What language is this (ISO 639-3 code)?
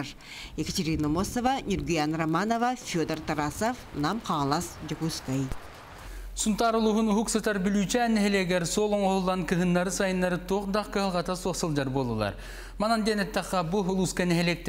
sah